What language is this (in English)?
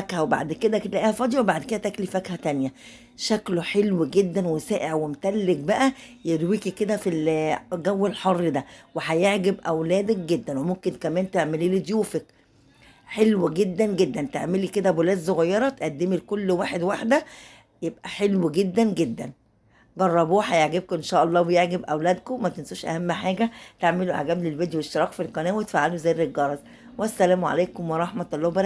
Egyptian Arabic